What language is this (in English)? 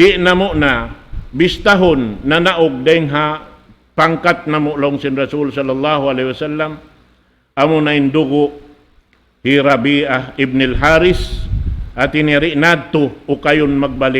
Tausug